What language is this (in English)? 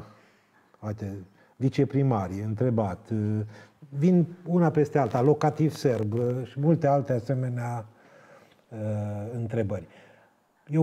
Romanian